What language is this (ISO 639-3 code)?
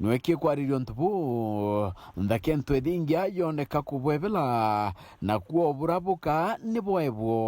mer